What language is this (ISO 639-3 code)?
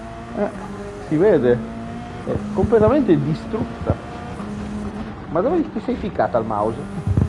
ita